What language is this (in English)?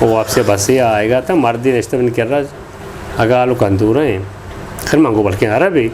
Eastern Balochi